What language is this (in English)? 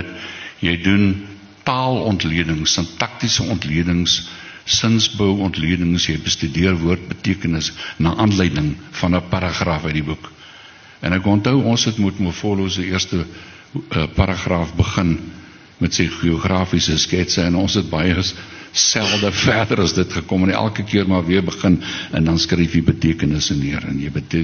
Afrikaans